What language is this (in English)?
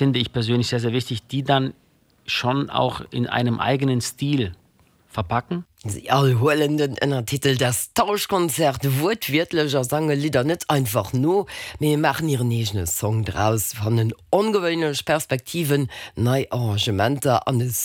Luxembourgish